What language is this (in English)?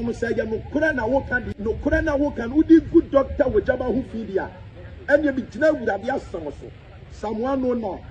Akan